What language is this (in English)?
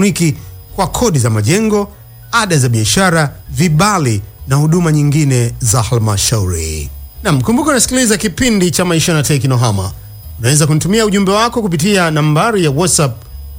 Swahili